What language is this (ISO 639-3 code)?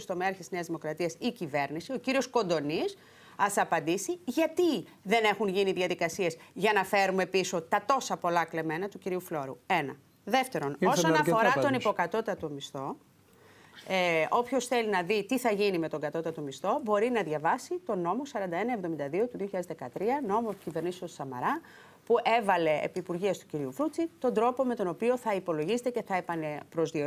ell